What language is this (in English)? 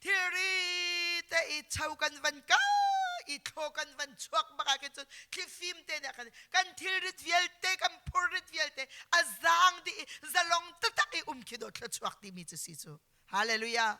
Hakha Chin